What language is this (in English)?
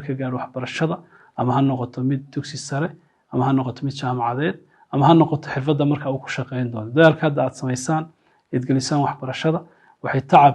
Somali